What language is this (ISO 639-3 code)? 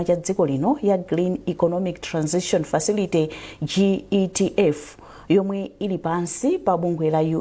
nya